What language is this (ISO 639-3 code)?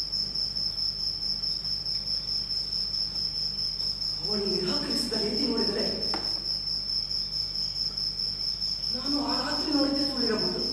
kan